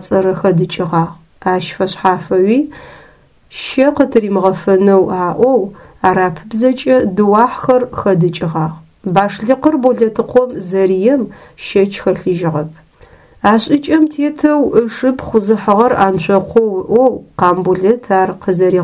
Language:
Adyghe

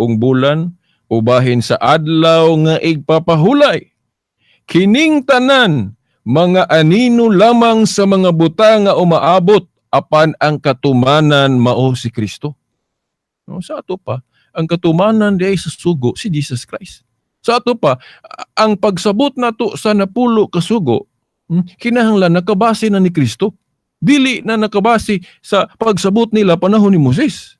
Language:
Cebuano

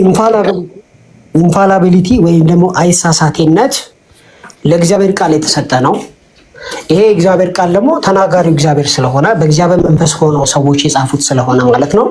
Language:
Amharic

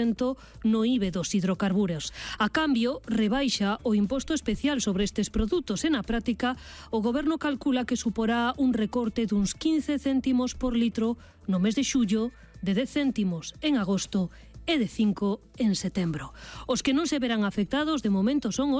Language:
Galician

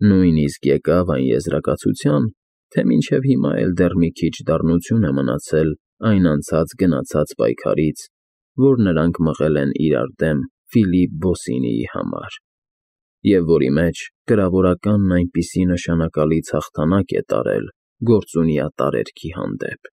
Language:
Armenian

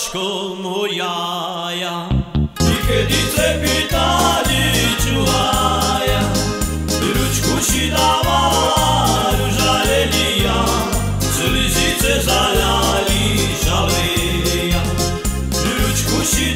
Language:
Slovak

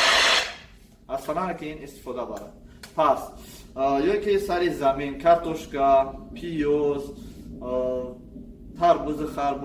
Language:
Tajik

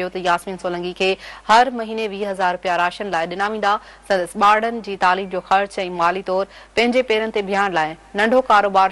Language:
Sindhi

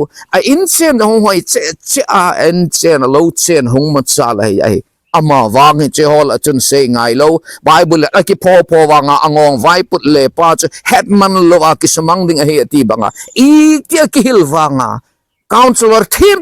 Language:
Thado Chin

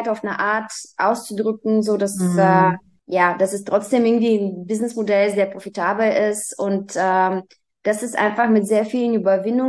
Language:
German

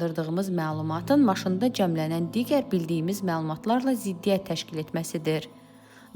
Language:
Azerbaijani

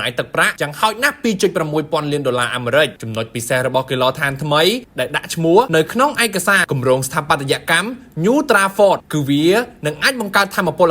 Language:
Khmer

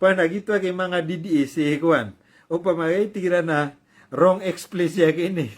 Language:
Maranao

